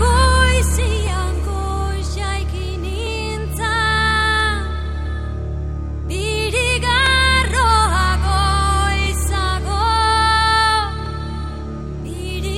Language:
Basque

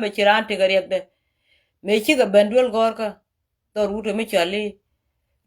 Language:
Nuer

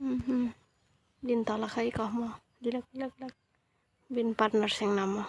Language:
Kok Borok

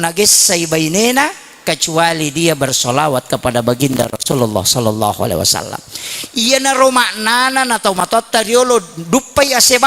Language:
Buginese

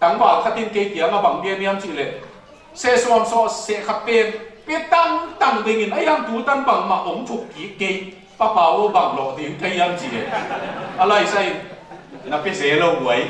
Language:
Tedim Chin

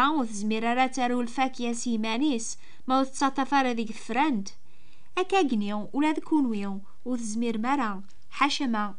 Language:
Kabyle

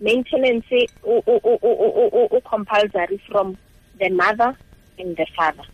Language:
Tswana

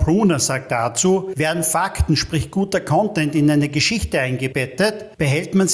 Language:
German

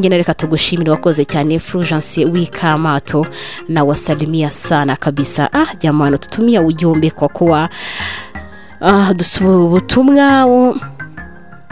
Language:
Kinyarwanda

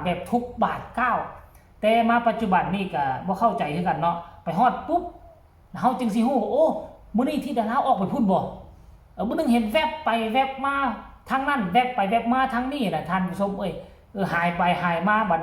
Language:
Northeastern Thai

